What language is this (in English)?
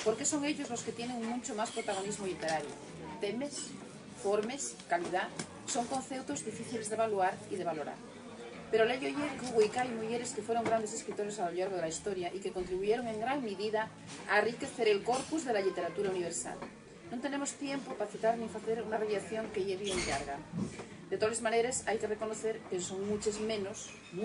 Asturian